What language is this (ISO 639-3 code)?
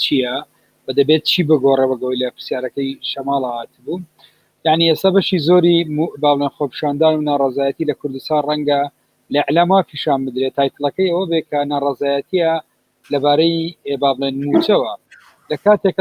ckb